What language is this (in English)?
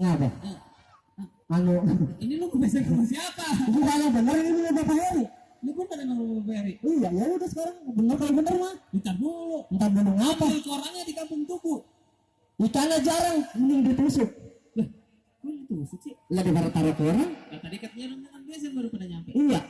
Betawi